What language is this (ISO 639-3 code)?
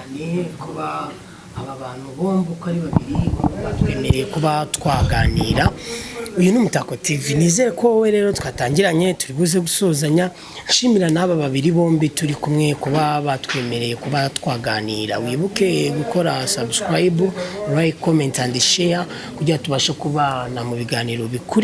kin